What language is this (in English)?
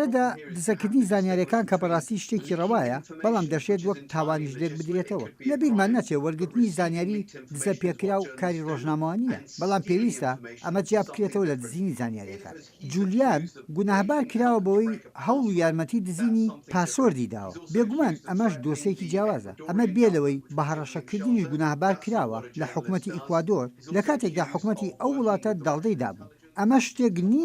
Central Kurdish